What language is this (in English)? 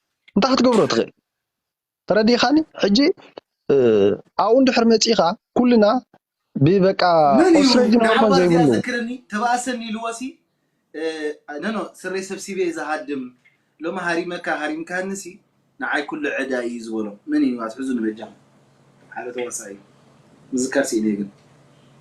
Tigrinya